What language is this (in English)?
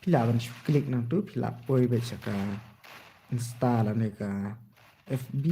Khasi